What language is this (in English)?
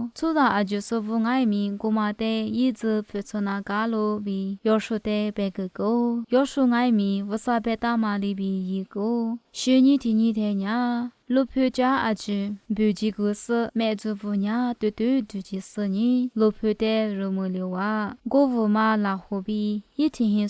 Lisu